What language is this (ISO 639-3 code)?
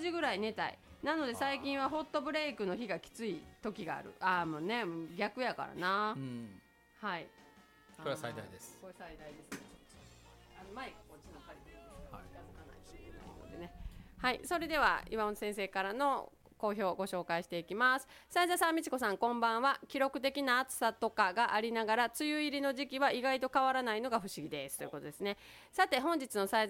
jpn